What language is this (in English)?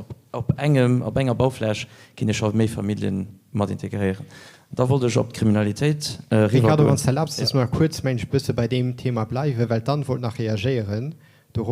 Luxembourgish